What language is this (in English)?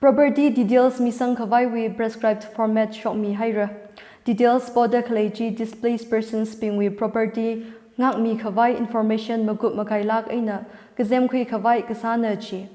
Tangkhul Naga (India)